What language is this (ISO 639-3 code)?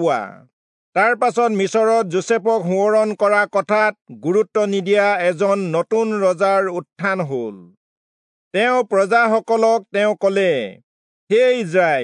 asm